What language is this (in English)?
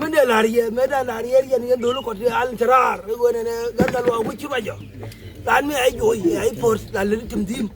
Nuer